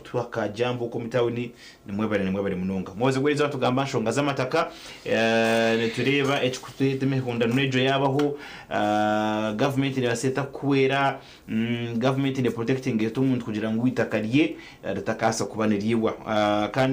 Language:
Nyankole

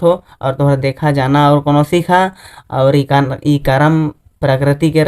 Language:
Sadri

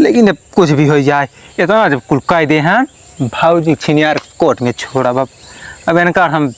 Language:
Awadhi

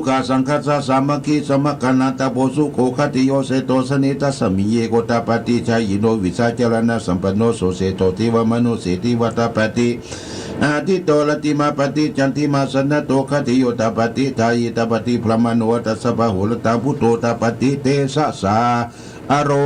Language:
Pali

